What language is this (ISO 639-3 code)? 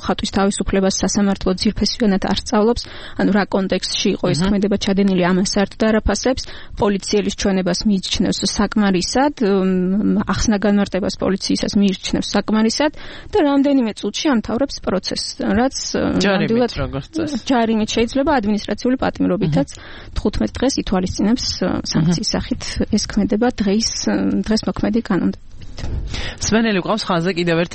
kat